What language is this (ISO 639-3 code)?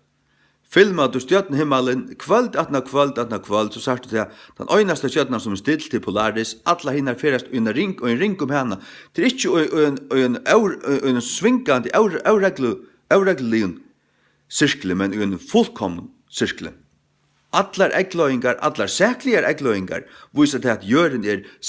fao